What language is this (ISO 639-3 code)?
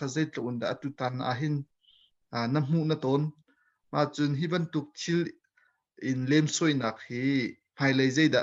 cnh